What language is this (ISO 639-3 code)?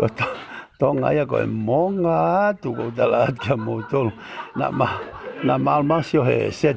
ton